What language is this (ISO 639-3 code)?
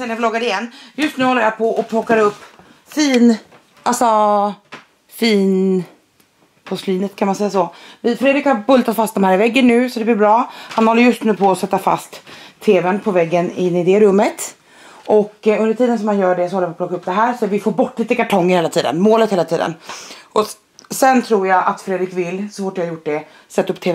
swe